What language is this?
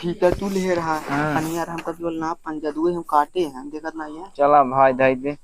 Awadhi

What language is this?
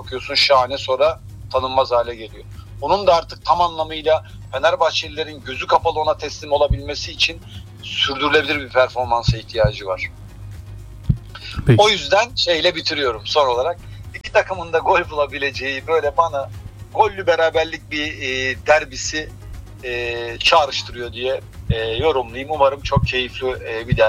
Turkish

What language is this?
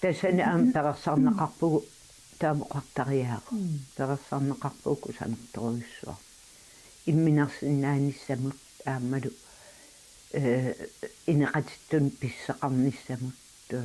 Kalaallisut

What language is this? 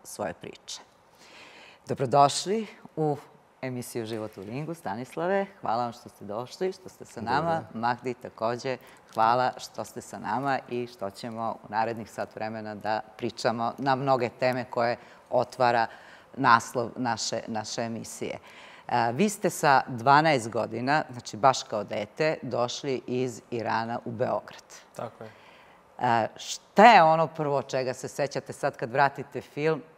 Serbian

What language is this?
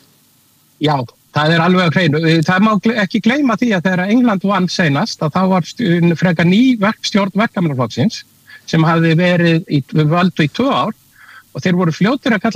Icelandic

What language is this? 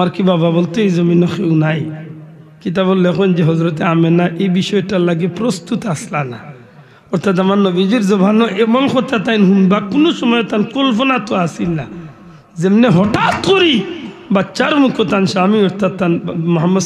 Sylheti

